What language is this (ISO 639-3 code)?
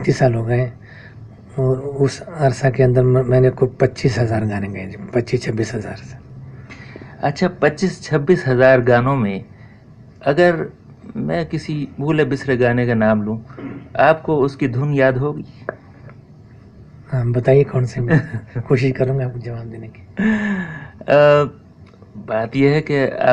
urd